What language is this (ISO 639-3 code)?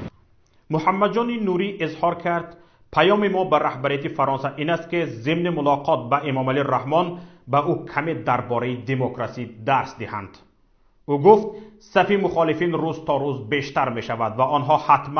tgk